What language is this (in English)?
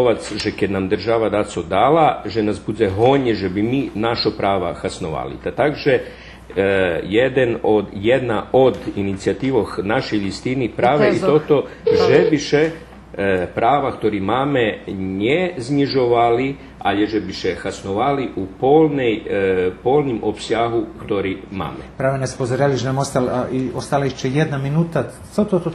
Rusyn